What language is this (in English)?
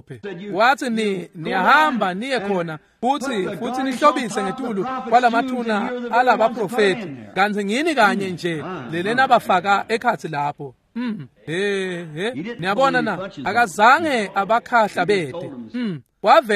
Swati